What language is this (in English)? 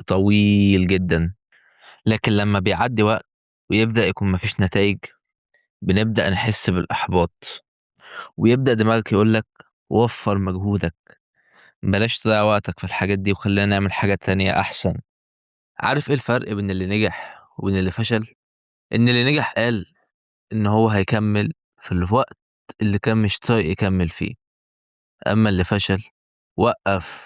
Egyptian Arabic